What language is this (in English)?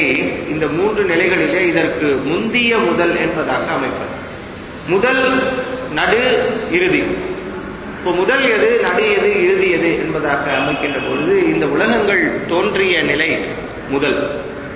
Tamil